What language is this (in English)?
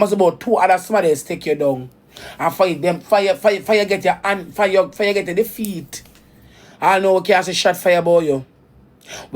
Jamaican Creole English